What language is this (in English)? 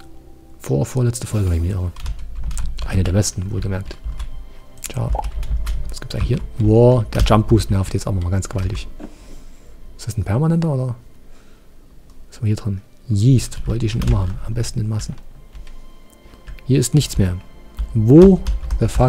German